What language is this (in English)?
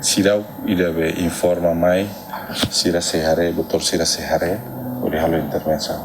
Tetum